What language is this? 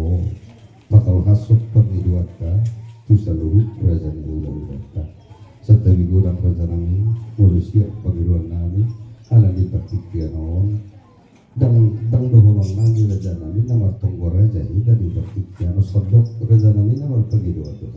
Batak Toba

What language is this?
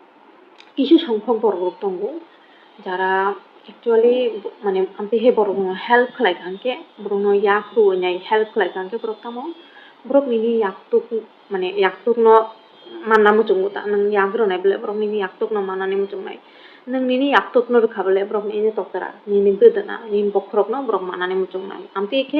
Kok Borok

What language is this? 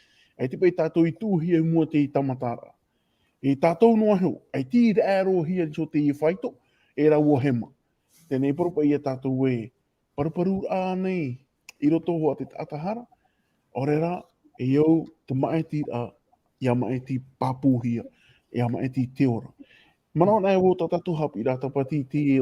Tahitian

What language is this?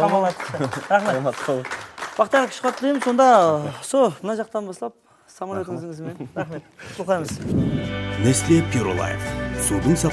Kara-Kalpak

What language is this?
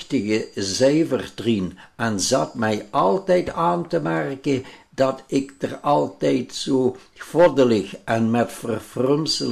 Limburgish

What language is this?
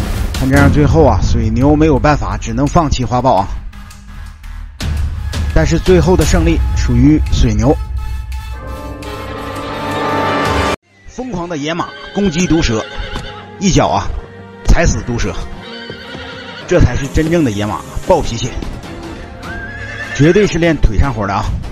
Chinese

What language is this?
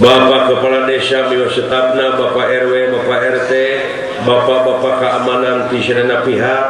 Sundanese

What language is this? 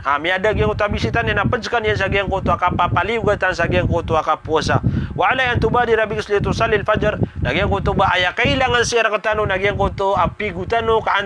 Maranao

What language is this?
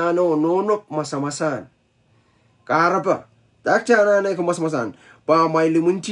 Pohnpeian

